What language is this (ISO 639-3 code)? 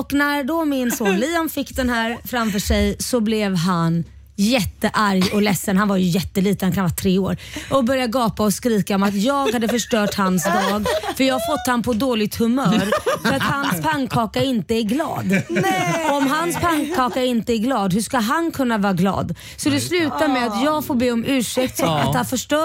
swe